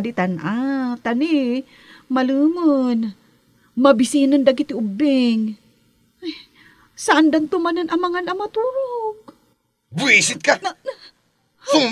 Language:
Iloko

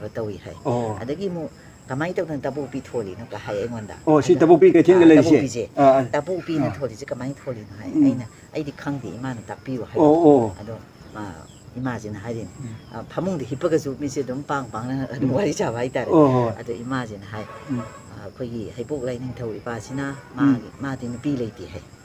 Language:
Manipuri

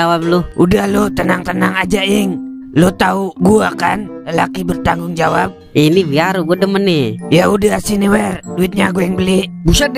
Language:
Betawi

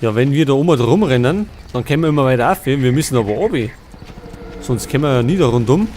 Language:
Bavarian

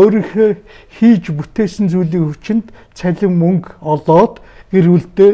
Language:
Mongolian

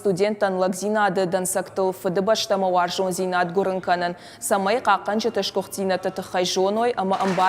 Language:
Ossetic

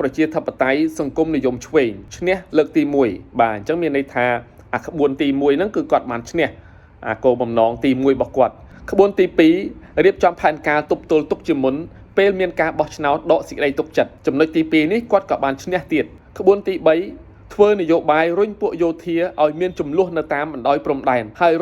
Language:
Khmer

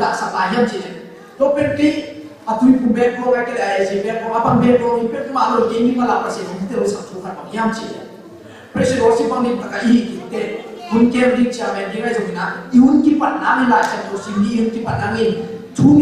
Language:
Tedim Chin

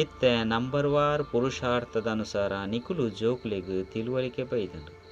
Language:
Tulu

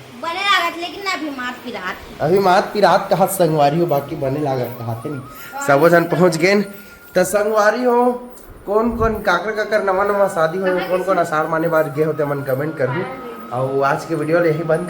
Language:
Chhattisgarhi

